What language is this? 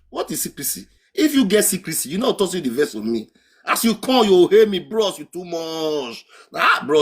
Nigerian Pidgin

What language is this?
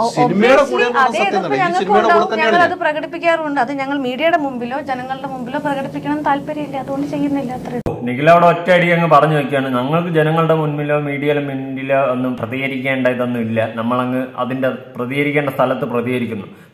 Malayalam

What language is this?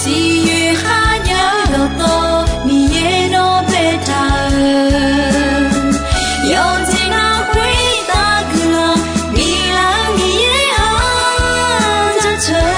Akha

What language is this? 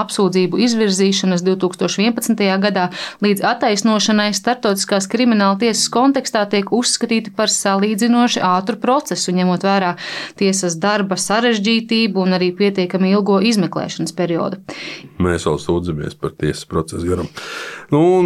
Latvian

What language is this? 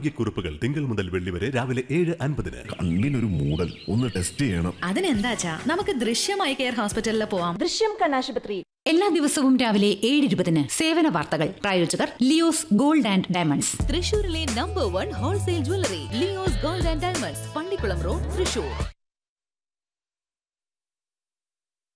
Malayalam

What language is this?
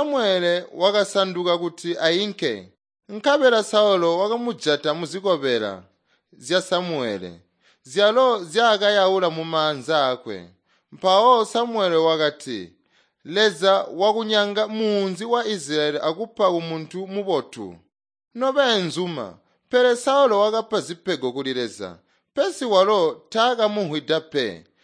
Tonga (Zambia)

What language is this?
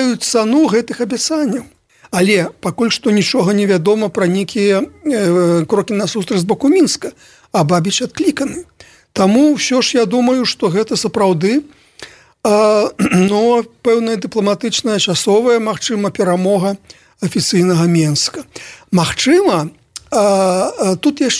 Belarusian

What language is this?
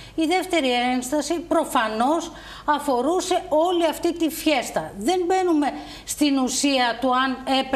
Greek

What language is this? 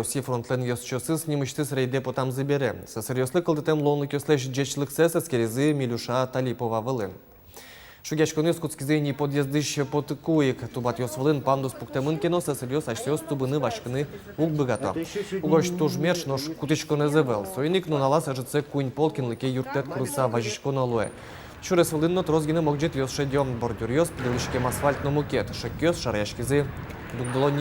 Udmurt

